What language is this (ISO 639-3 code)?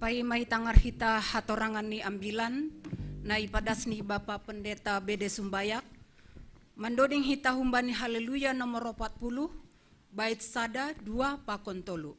bts